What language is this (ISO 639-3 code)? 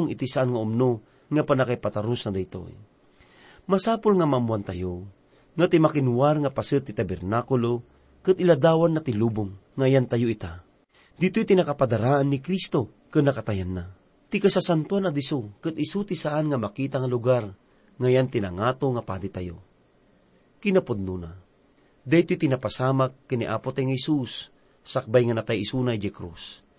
ilo